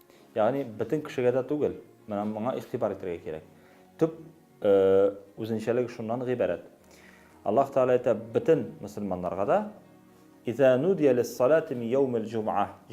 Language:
Tatar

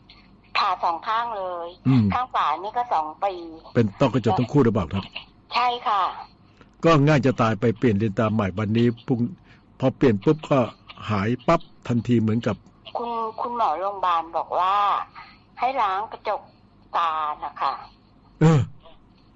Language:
Thai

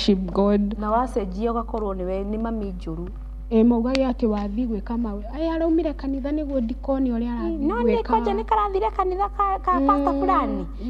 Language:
Kikuyu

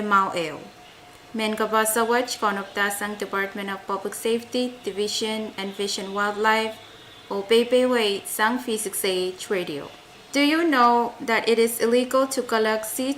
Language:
Pohnpeian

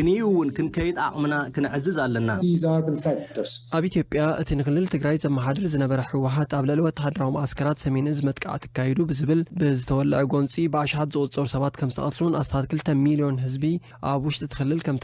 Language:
Tigrinya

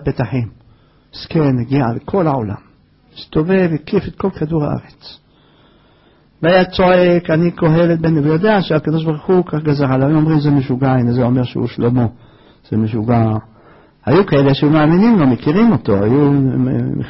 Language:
Hebrew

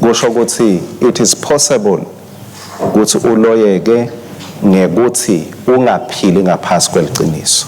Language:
Swati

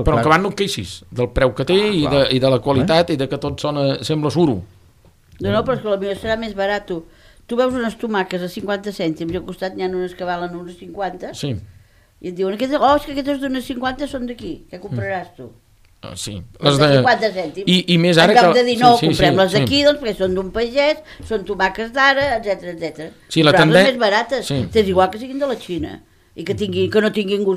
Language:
Catalan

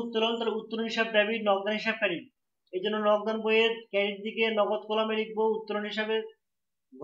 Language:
Bangla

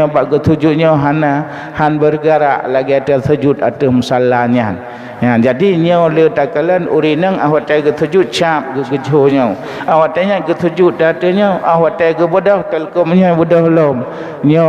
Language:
Achinese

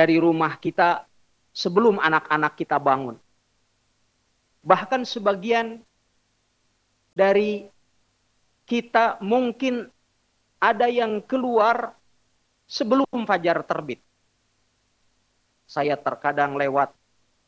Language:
Indonesian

